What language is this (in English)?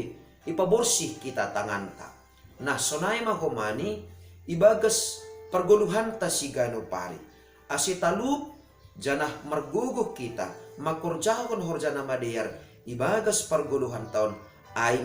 Batak Simalungun